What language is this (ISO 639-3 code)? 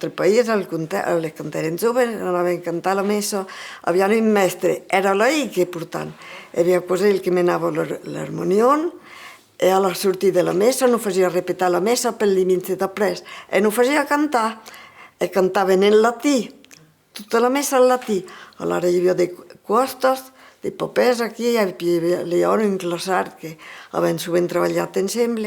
oci